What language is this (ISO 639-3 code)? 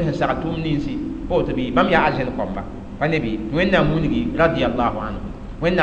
mos